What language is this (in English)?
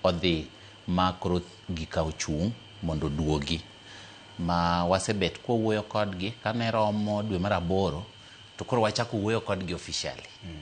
Luo (Kenya and Tanzania)